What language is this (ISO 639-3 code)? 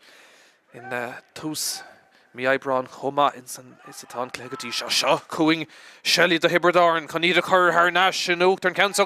gle